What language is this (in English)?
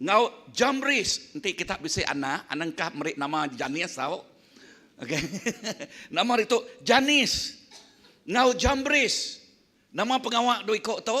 Iban